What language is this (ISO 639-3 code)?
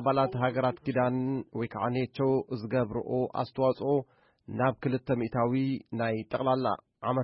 tir